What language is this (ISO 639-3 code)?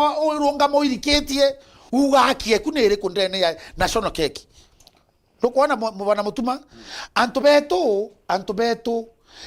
mer